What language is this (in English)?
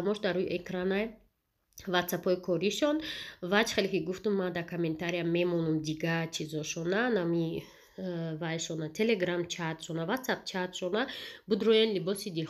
Tajik